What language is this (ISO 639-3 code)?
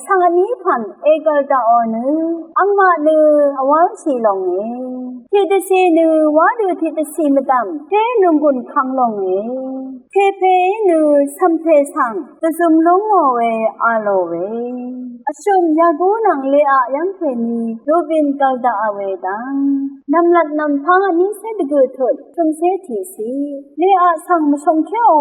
raw